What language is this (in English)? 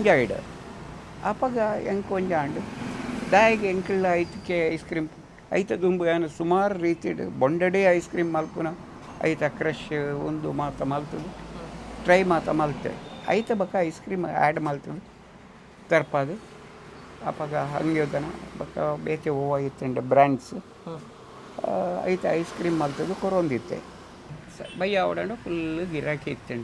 Tulu